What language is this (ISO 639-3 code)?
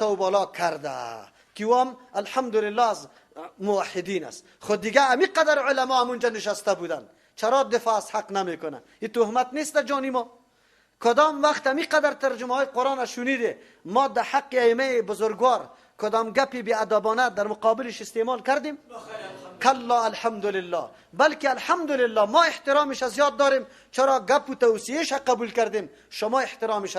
fas